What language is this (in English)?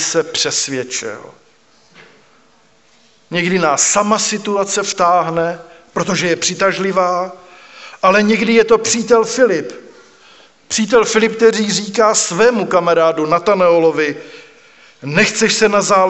Czech